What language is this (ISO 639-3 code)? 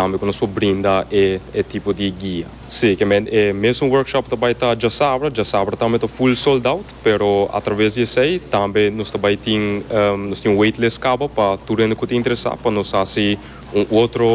pap